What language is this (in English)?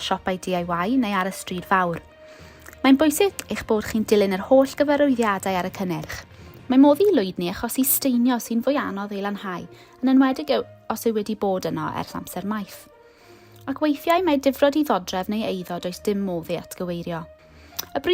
Welsh